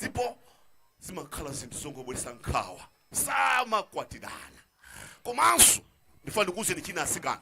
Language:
Nyanja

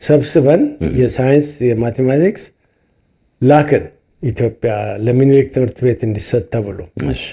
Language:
Amharic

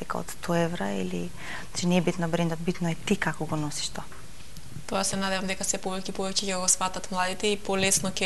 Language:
Macedonian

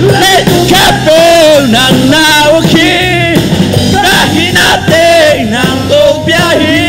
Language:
Tedim Chin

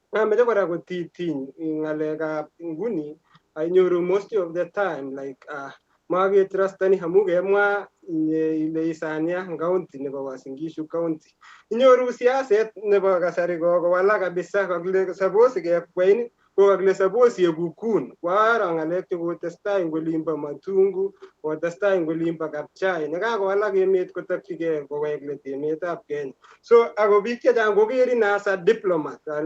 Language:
Kalenjin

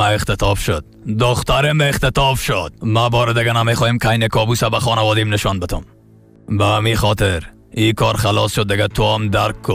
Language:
Persian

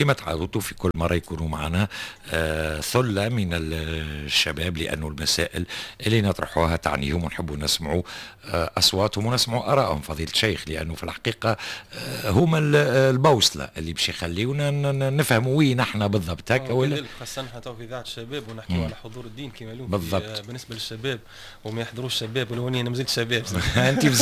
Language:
Tunisian Arabic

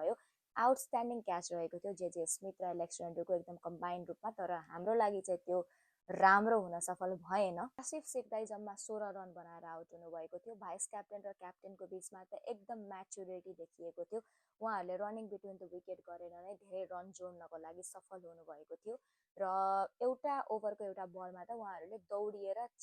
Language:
Nepali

